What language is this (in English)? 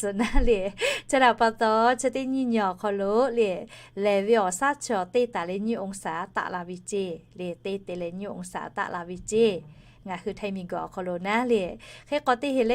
Lahu